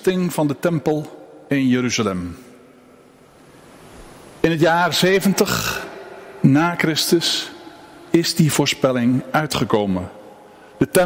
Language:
Dutch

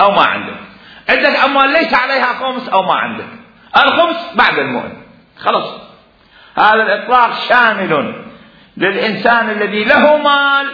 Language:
Mesopotamian Arabic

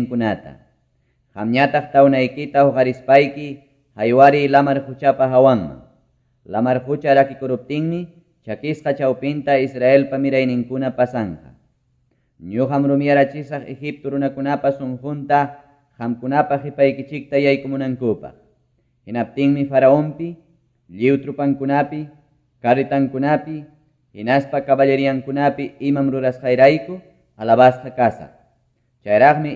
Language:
Quechua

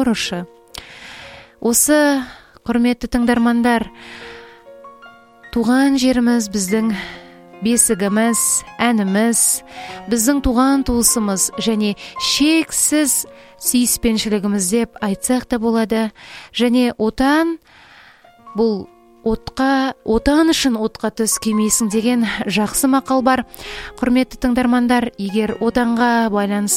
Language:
Kazakh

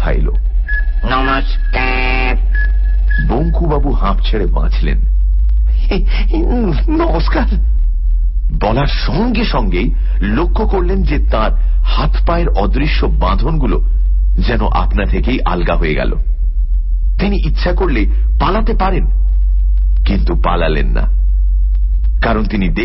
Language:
Bangla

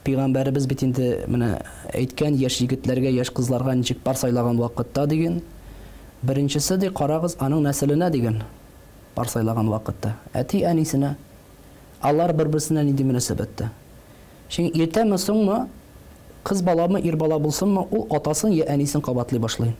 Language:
Tatar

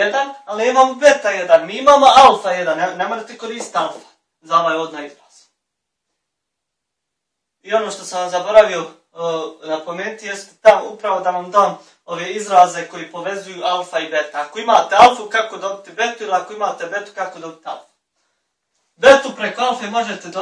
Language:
Bosnian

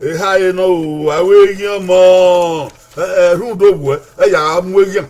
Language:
Bini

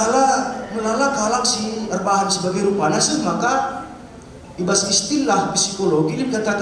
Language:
Batak Karo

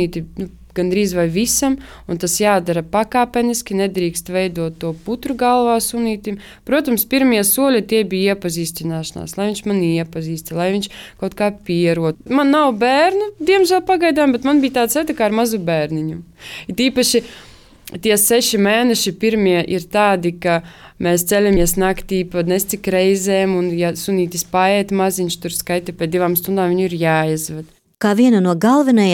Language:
Latvian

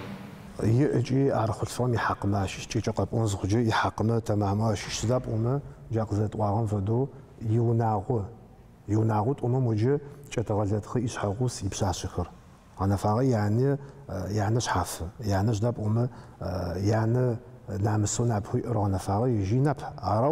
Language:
Adyghe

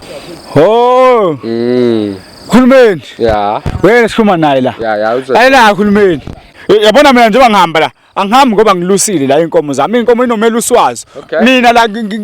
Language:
Zulu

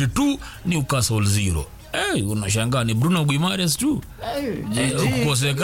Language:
Swahili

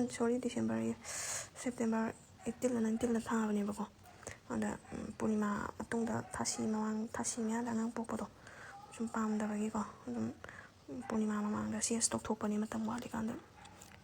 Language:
Manipuri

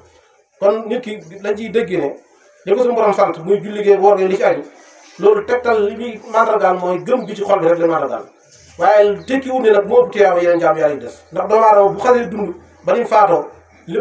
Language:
Wolof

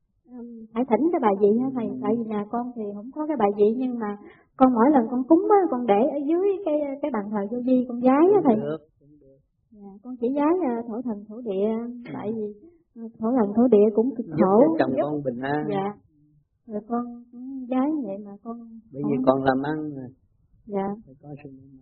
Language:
Vietnamese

